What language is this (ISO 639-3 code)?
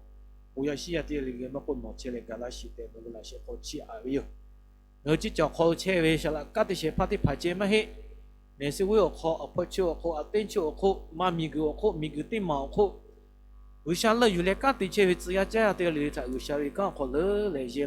lhu